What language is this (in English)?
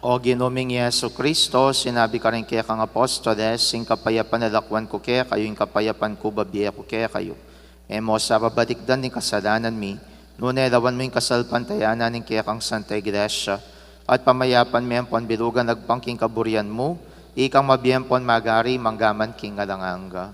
Pampanga